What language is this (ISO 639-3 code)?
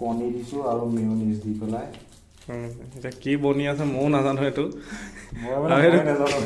asm